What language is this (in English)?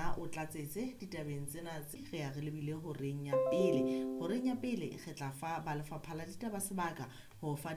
Southern Sotho